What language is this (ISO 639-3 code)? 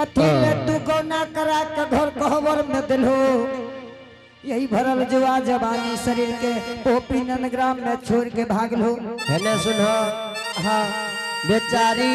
anp